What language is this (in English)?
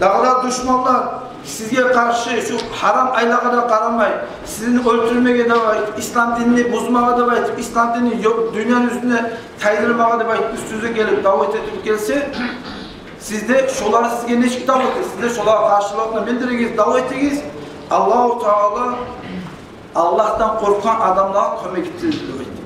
Kumyk